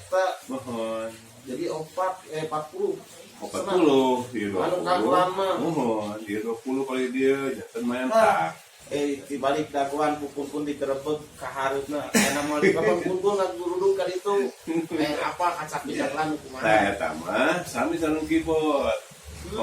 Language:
Sundanese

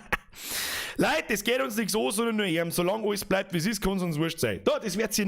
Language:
Bavarian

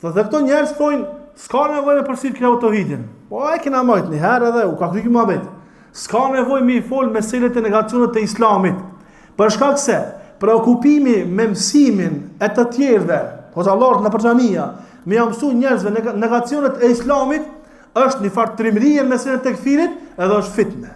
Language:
Albanian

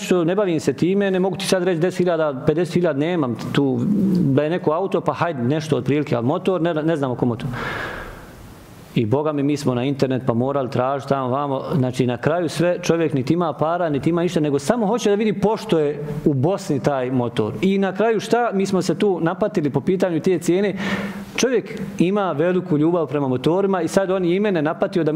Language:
Bosnian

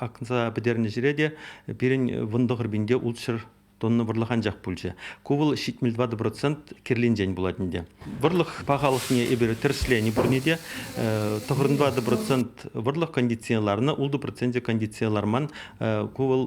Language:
Chuvash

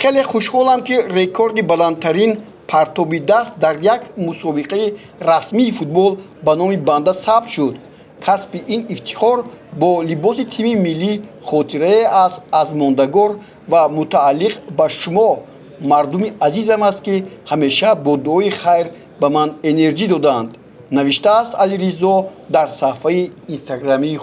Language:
Tajik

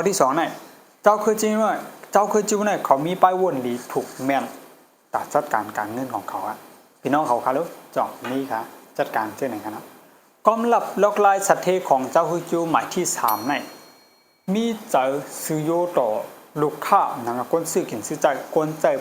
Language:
Shan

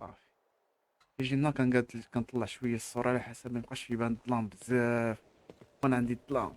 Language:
Moroccan Arabic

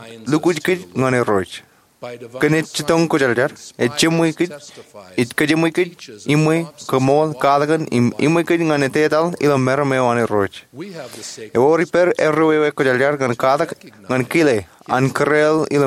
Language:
Marshallese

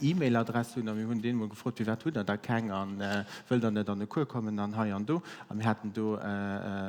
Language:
Luxembourgish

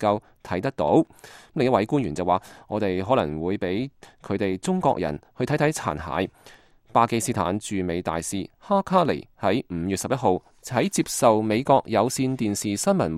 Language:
Cantonese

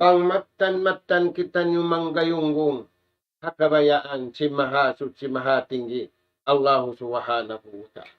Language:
Tausug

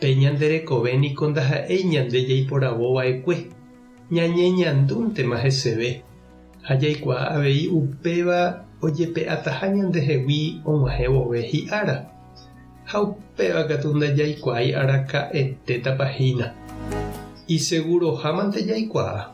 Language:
Guarani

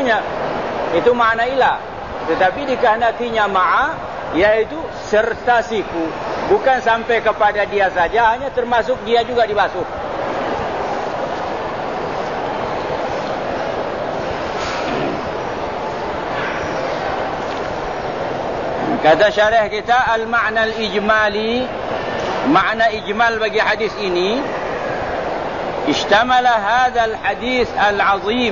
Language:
Malay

